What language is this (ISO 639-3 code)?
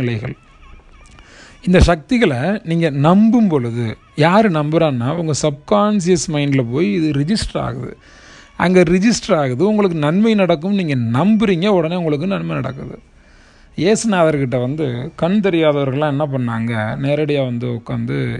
tam